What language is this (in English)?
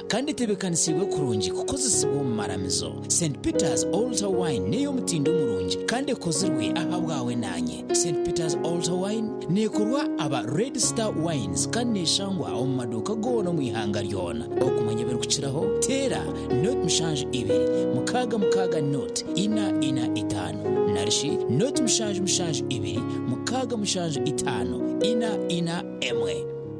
Nyankole